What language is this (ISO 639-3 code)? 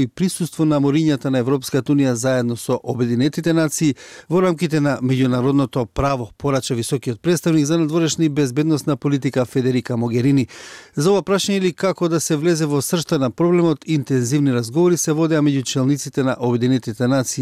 mkd